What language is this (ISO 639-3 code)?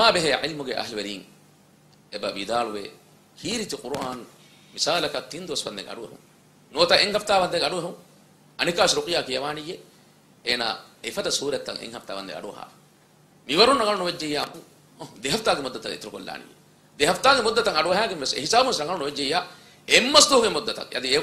div